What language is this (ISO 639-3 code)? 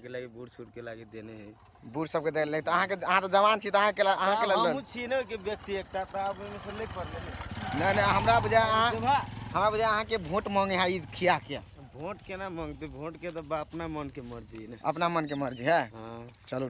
mai